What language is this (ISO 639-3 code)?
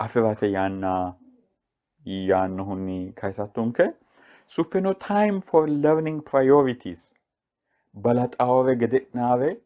sid